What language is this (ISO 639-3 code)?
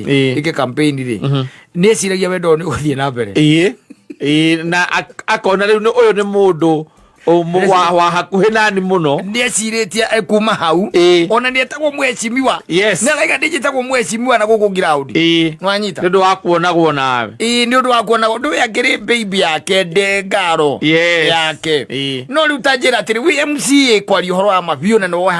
kik